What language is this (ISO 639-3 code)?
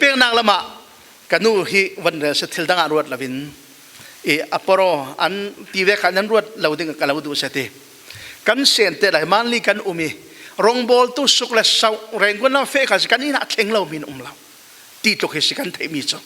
cfm